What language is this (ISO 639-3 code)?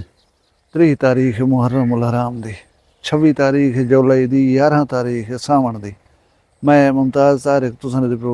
skr